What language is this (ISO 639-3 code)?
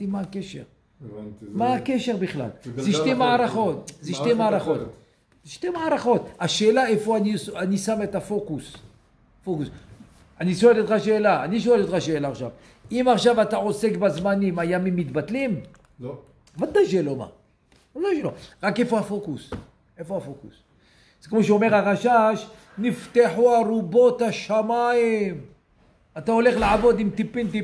heb